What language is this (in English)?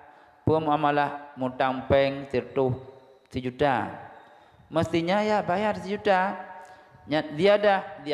Achinese